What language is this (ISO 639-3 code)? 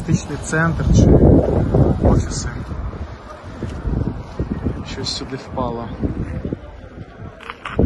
ukr